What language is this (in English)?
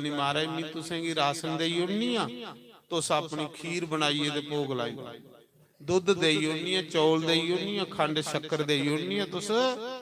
Dogri